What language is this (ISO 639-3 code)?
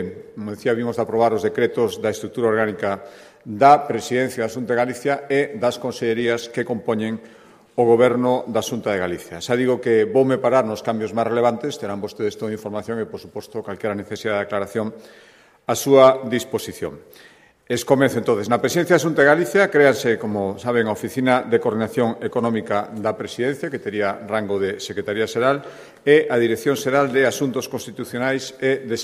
glg